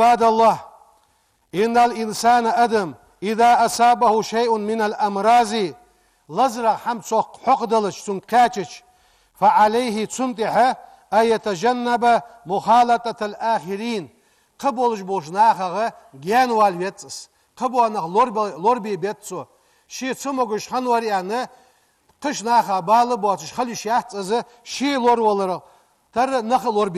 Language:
Ingush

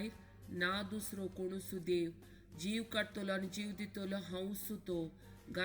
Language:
Konkani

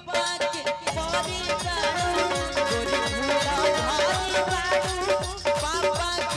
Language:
Bhojpuri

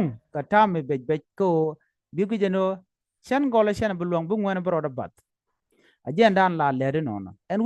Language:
Nuer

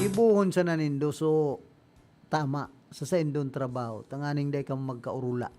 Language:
Bikol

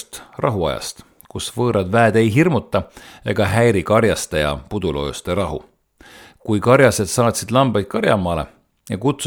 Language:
Estonian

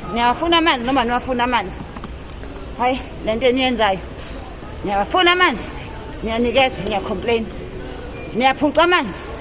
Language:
Zulu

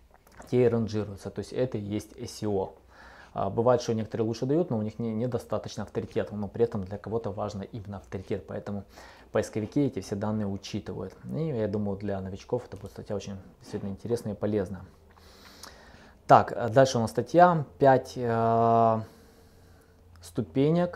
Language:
Russian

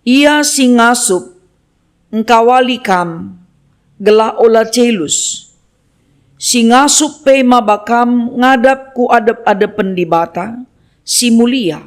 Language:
Batak Karo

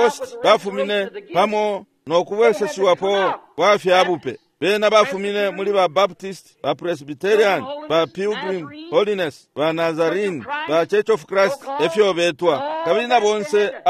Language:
Bemba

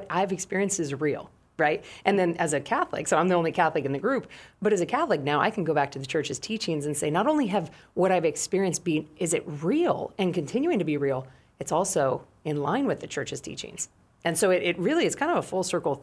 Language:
English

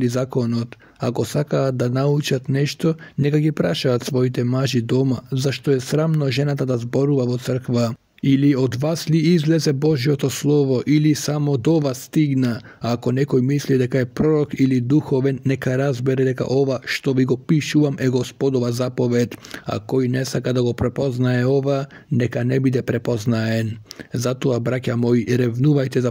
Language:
Macedonian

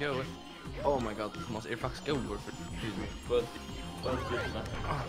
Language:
Faroese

